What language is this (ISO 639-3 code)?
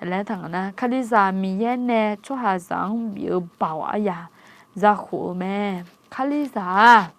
ahk